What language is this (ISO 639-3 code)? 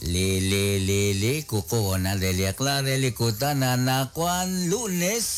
kek